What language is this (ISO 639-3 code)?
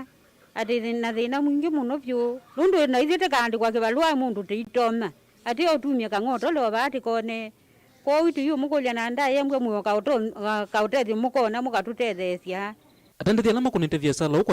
kam